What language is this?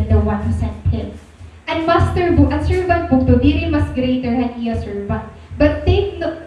Waray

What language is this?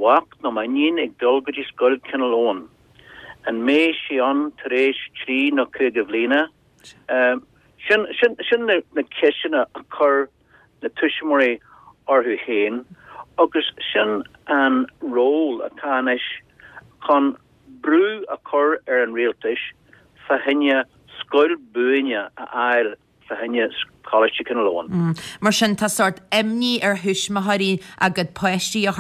Irish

